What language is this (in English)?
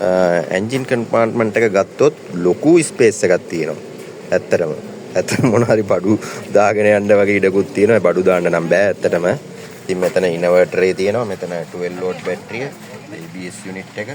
Sinhala